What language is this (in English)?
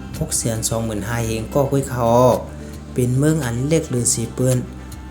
Shan